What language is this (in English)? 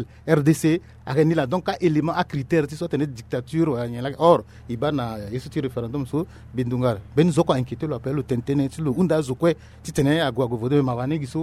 Sango